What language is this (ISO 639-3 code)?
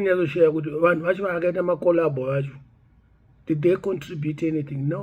sna